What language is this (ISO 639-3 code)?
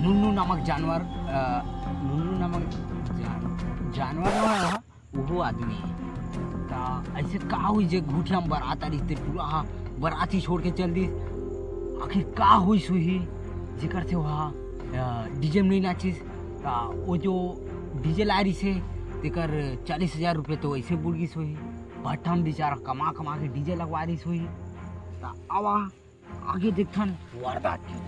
hne